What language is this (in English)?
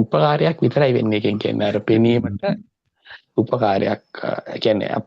Sinhala